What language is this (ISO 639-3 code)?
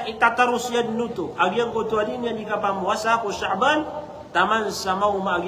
mrw